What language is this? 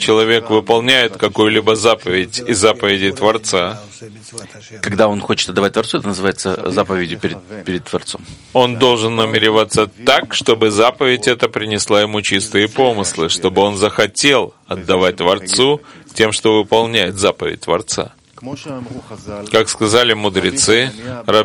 Russian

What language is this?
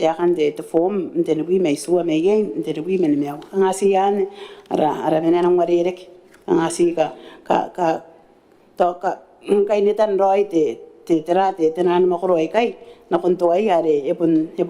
Gilbertese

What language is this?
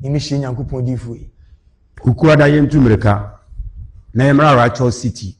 Akan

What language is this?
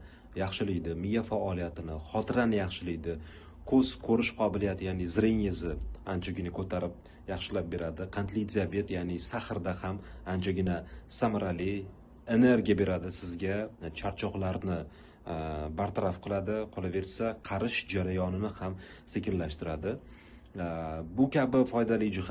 Uzbek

